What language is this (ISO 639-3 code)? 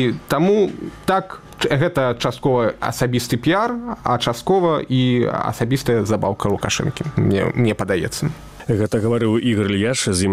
bel